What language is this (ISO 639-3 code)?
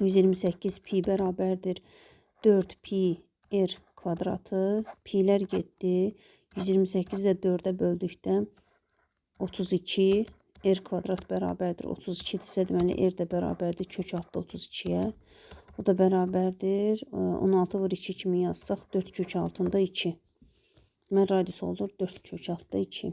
aze